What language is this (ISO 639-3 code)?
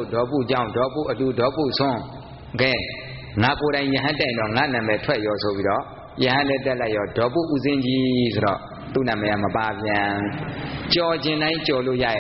mya